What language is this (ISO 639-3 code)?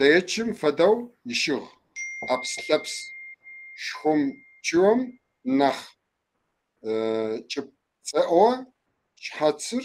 kbd